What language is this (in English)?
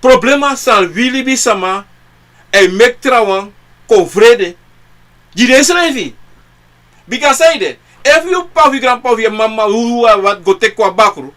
Sranan Tongo